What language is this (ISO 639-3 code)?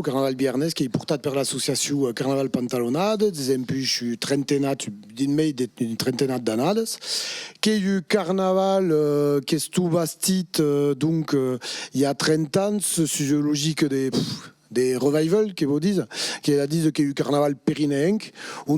oci